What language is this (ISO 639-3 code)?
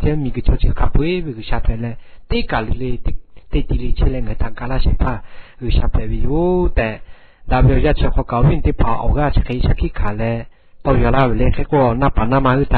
lhu